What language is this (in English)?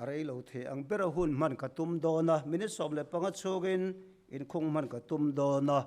Mizo